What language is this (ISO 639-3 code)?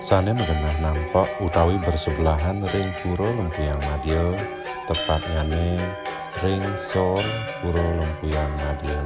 ban